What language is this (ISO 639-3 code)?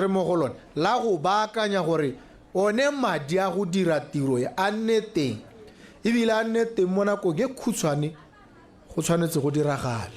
tsn